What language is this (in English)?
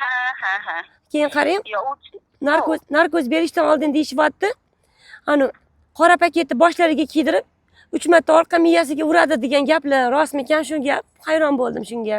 Uzbek